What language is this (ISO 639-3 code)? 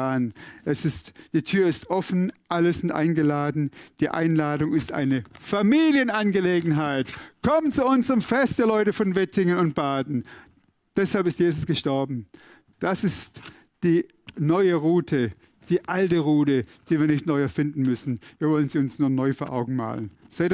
gsw